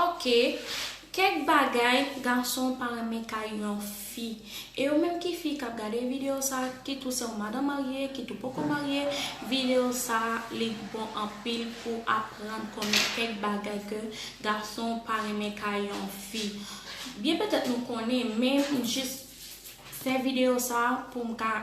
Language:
Haitian Creole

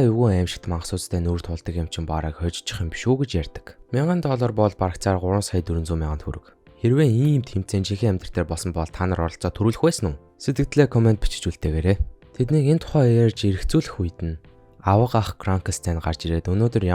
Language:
Mongolian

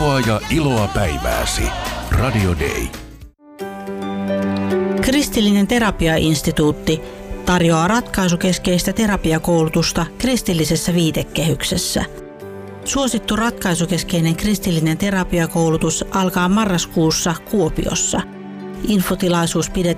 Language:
Finnish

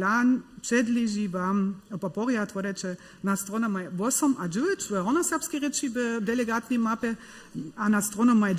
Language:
Upper Sorbian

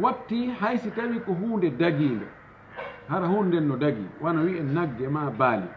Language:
Fula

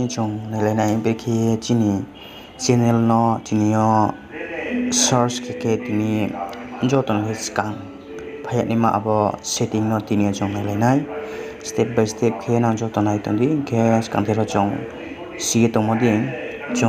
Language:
Riang (India)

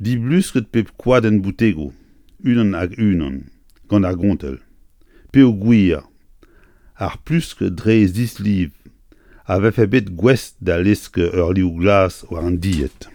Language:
Breton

